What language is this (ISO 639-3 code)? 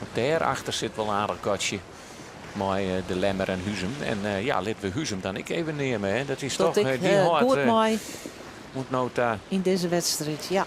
fry